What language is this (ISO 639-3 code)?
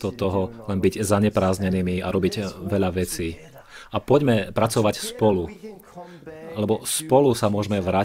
slk